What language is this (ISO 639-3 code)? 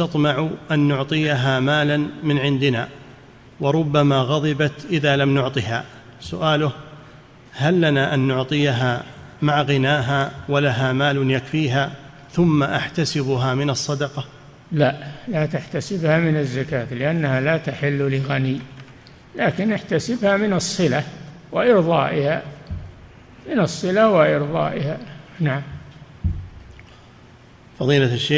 ara